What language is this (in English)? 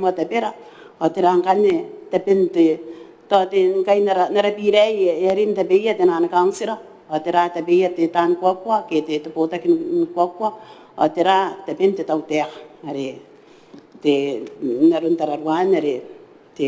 Gilbertese